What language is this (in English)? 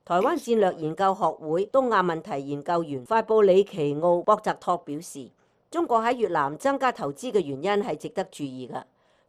Cantonese